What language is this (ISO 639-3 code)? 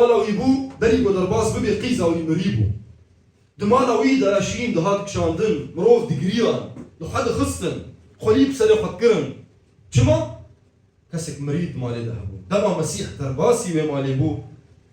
kur